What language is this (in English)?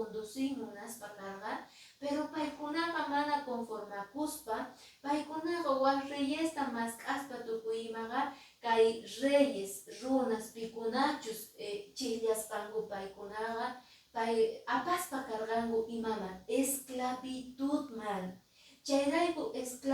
Quechua